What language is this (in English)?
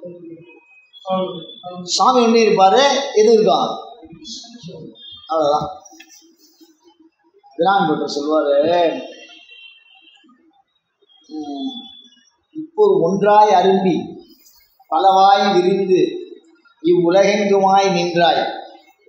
Tamil